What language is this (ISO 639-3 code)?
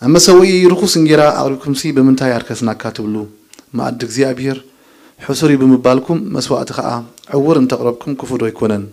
tir